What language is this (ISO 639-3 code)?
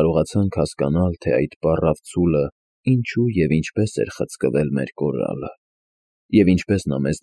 hye